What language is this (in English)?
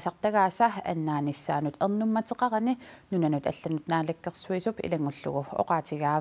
Kalaallisut